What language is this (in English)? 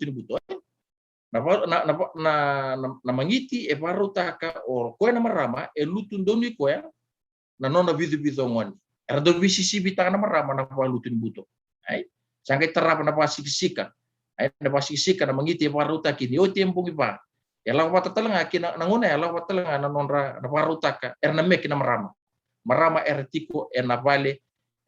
Fijian